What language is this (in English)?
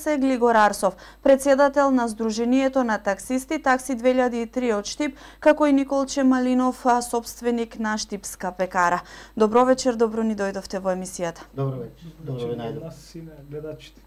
Macedonian